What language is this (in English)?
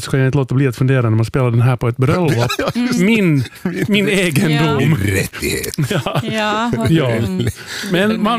Swedish